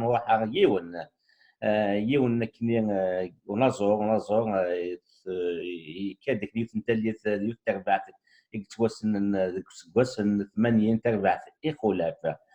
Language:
Kabyle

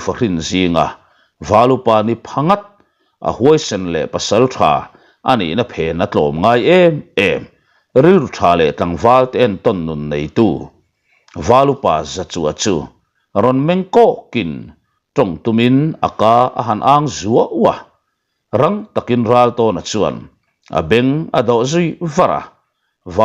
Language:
Mizo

